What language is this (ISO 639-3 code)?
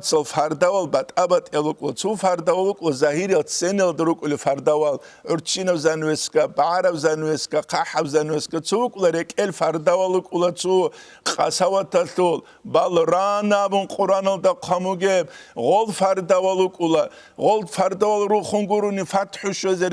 ava